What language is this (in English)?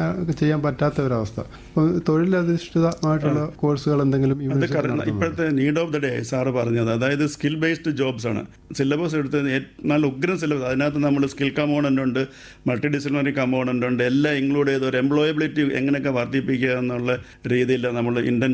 Malayalam